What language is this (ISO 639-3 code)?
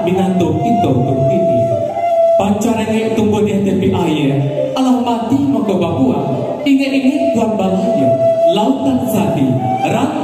min